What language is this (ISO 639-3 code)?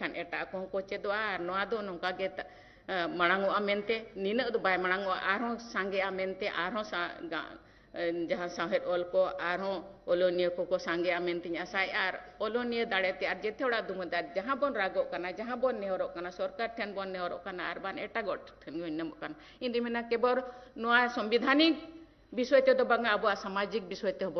sat